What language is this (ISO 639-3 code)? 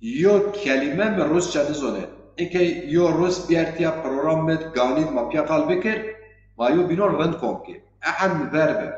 zza